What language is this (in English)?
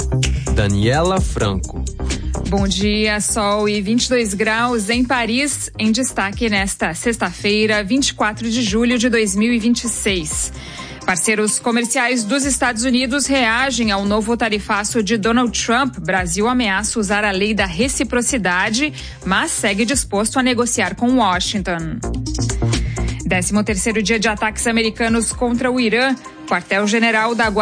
Portuguese